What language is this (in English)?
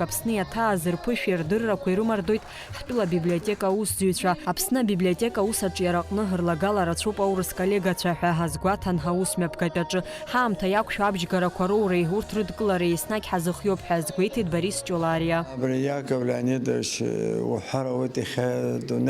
Abkhazian